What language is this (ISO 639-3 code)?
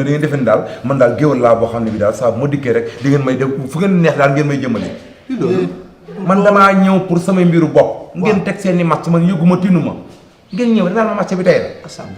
wol